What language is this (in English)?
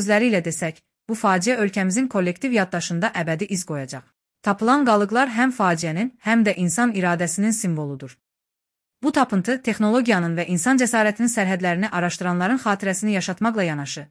Azerbaijani